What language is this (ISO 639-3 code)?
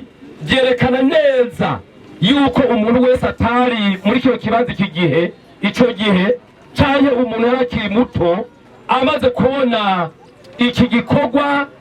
run